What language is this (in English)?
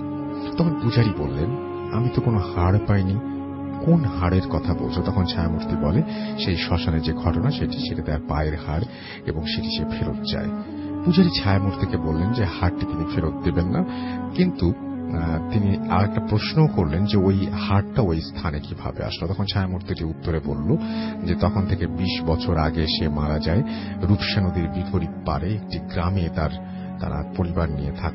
Bangla